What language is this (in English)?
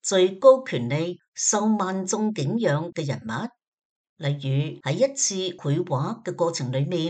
Cantonese